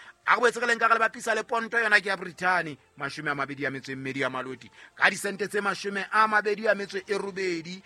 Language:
Southern Sotho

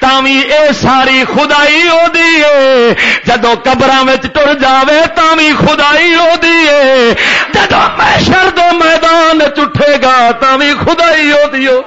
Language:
Western Panjabi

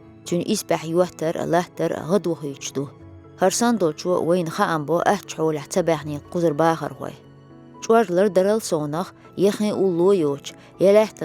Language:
Chechen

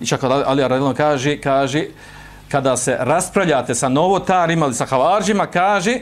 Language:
Bosnian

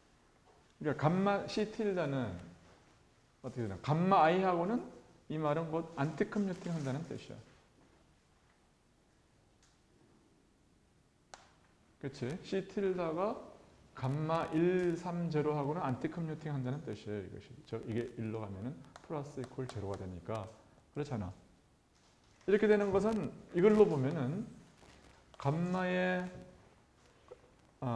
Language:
Korean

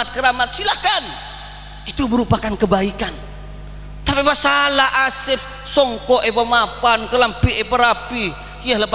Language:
Madurese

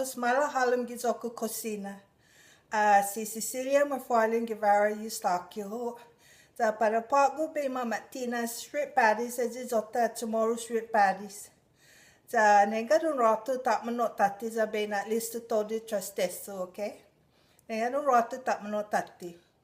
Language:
Chamorro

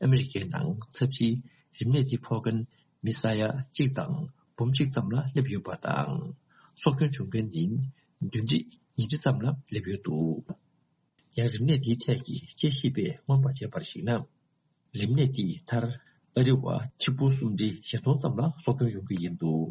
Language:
Tibetan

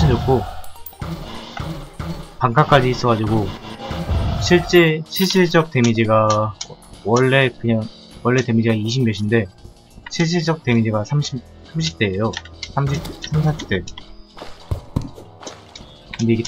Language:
Korean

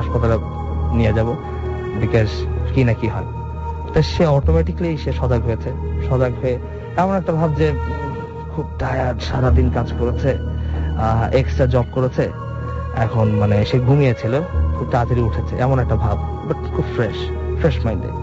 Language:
Bangla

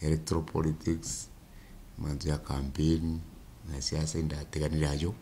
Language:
Meru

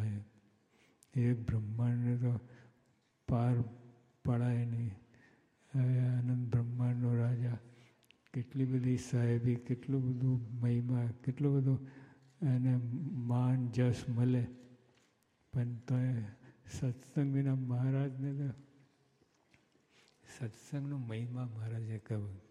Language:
Gujarati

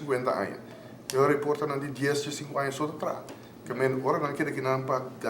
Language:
Papiamento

